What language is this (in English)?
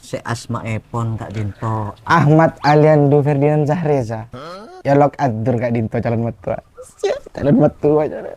Madurese